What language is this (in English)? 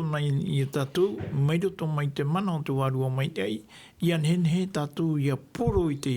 Tahitian